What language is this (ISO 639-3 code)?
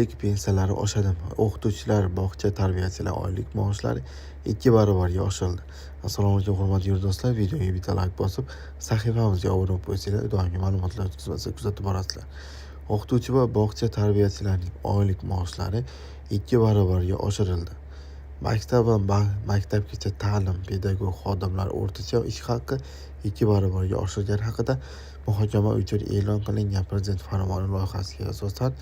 uzb